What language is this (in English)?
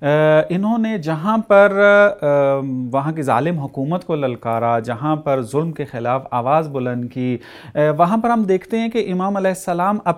Urdu